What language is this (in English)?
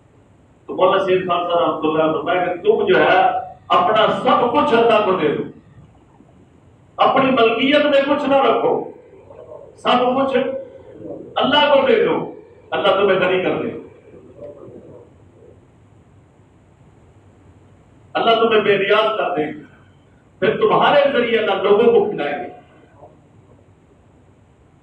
Urdu